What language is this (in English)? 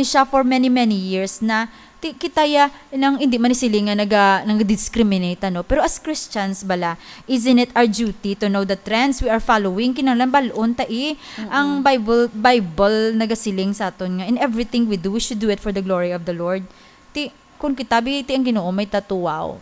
Hiligaynon